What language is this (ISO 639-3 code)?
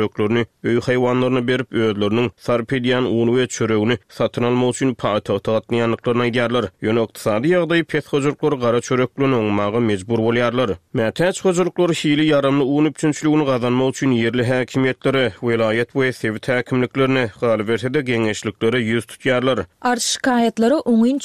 tuk